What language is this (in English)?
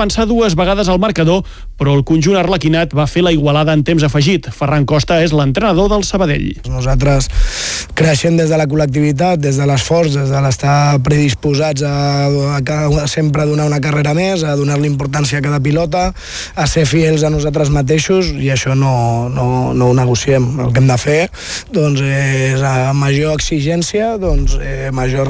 Catalan